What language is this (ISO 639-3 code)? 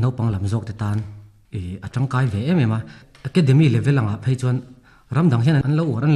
lus